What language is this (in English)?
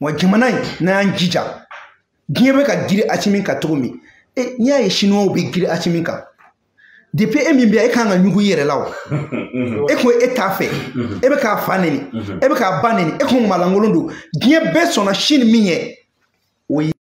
Bambara